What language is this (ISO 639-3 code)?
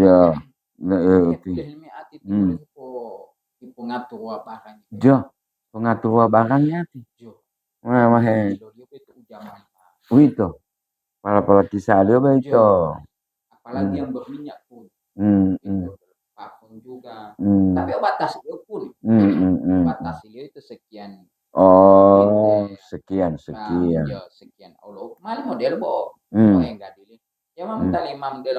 gor